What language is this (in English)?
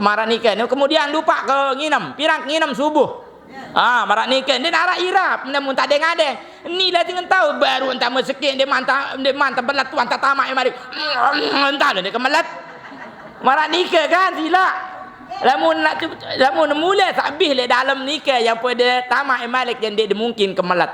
Sasak